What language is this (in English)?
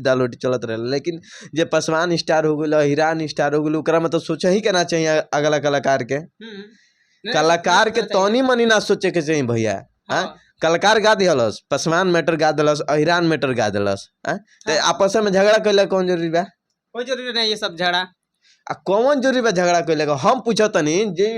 Bhojpuri